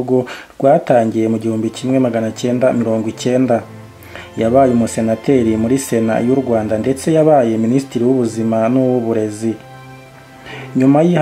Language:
Kinyarwanda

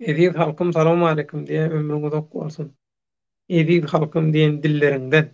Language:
Turkmen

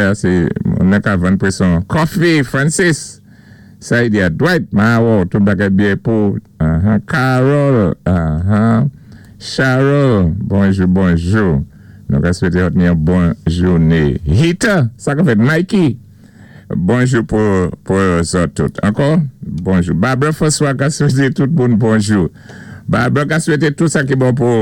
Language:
Saint Lucian Creole French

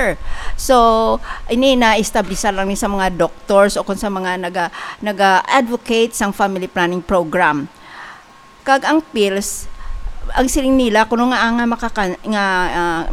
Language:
Hiligaynon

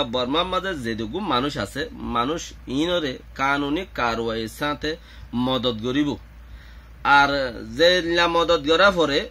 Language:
Rohingya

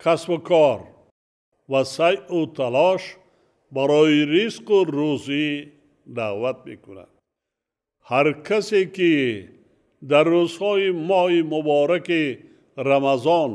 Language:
Tajik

